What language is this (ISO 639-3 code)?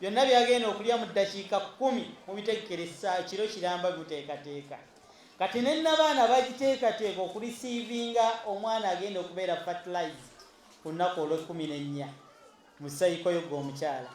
lug